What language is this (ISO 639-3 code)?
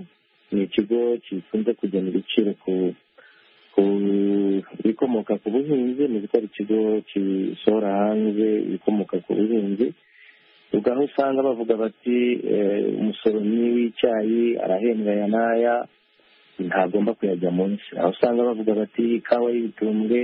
kin